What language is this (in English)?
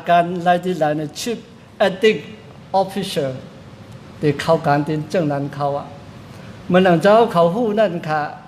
Shan